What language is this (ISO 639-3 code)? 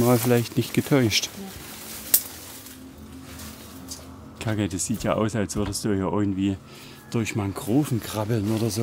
deu